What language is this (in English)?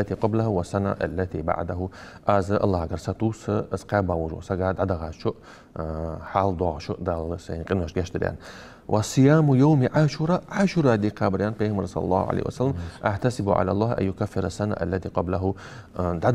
Ingush